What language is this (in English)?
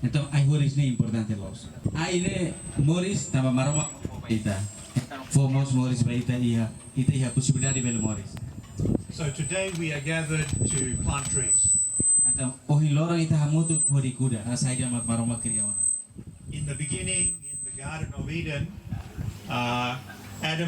Tetum